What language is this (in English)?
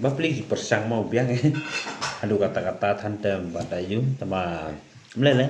Khasi